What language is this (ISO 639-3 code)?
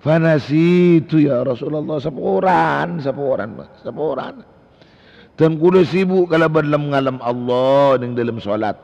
mad